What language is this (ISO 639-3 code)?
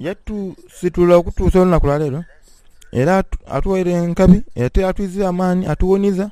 xog